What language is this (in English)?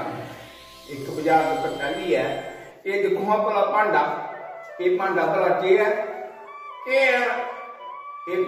Dogri